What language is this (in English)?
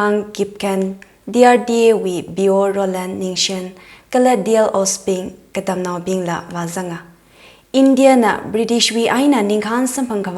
Tangkhul Naga (India)